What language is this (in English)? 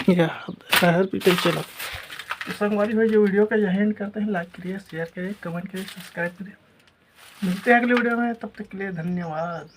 Chhattisgarhi